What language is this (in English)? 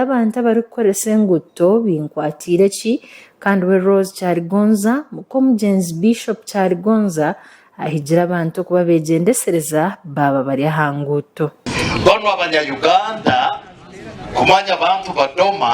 Nyankole